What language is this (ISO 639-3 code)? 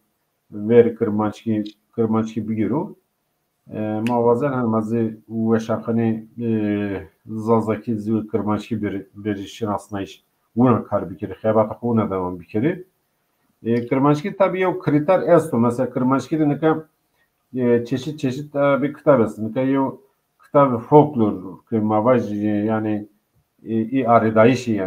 zza